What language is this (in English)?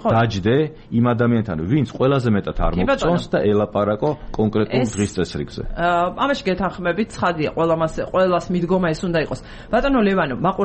Georgian